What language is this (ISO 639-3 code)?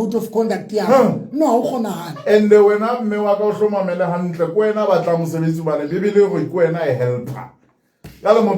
sot